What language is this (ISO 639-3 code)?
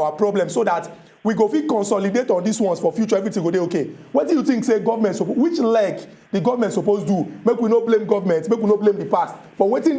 pcm